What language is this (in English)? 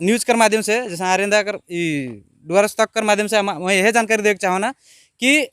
Sadri